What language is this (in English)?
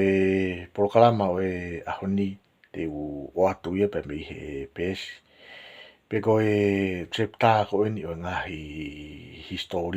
Tongan